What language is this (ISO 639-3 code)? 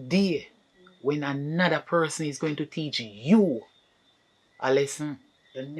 jam